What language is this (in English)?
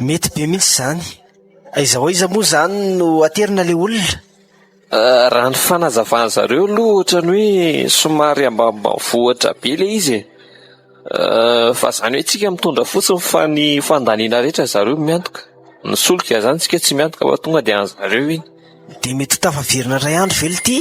Malagasy